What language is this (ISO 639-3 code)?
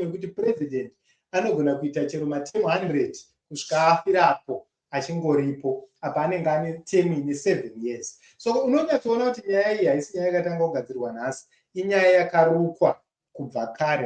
sna